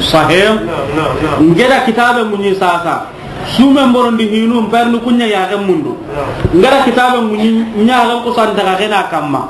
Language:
Soninke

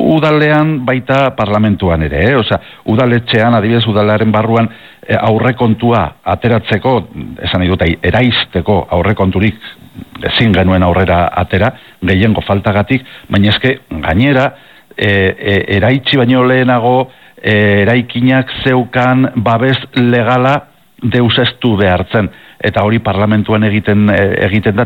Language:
Basque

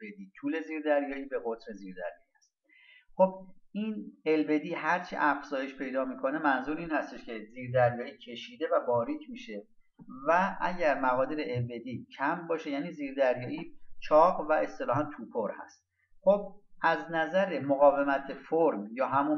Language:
Persian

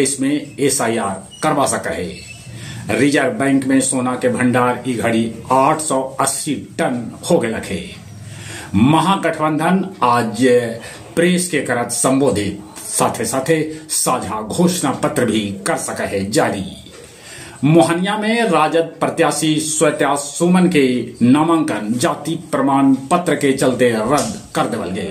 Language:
Magahi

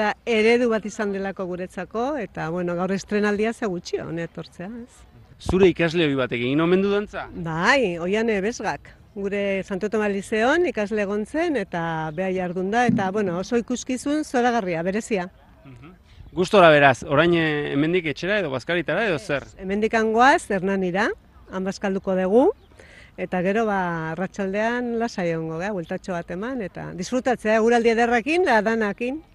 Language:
Basque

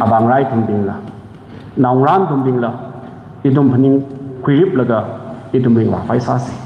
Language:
Tangkhul Naga (India)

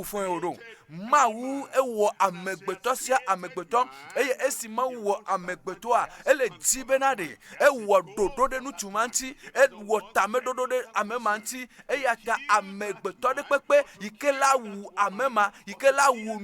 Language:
Ewe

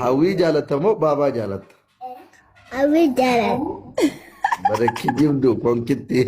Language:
Oromo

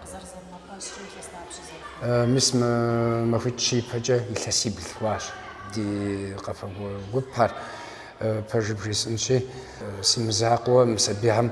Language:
Kabardian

